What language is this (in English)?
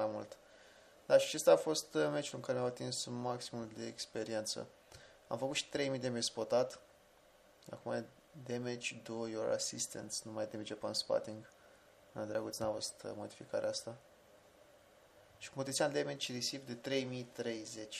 Romanian